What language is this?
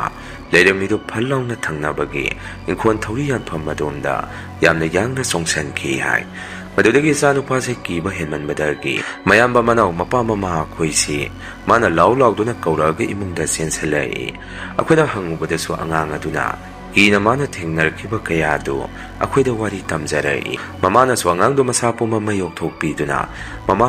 Manipuri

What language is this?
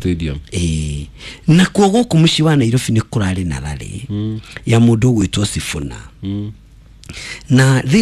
Kikuyu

